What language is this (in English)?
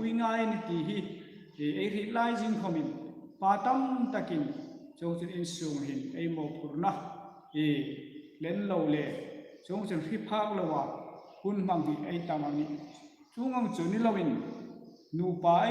Hmar